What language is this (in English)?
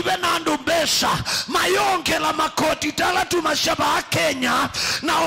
Kamba